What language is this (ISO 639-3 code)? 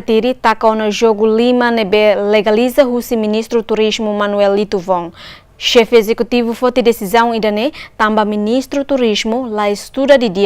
tet